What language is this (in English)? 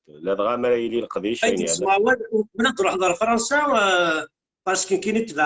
Kabyle